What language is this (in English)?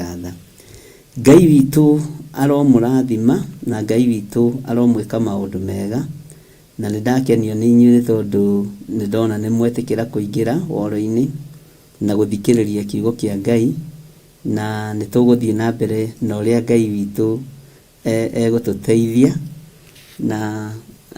Kikuyu